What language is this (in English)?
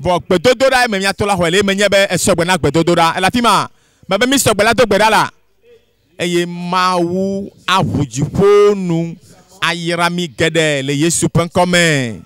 Ewe